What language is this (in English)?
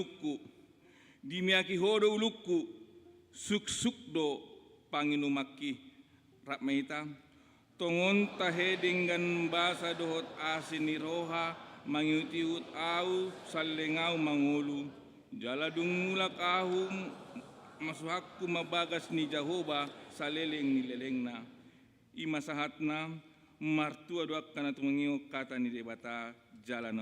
Batak Toba